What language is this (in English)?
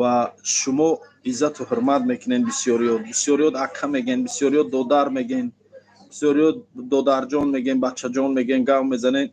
Tajik